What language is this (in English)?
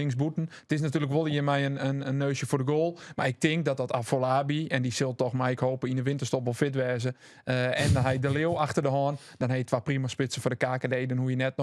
Western Frisian